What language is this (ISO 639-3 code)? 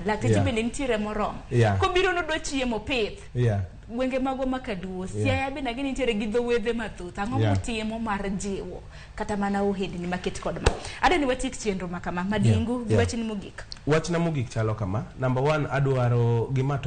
luo